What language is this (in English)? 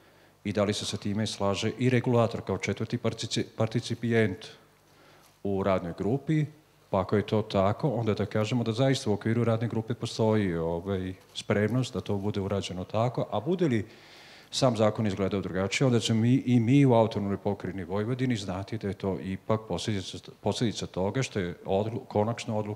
Serbian